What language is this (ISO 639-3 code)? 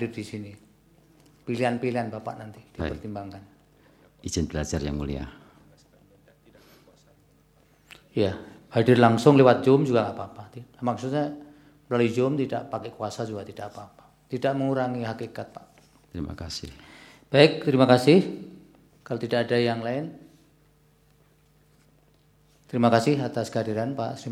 ind